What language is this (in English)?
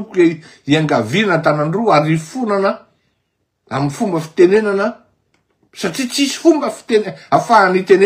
Malagasy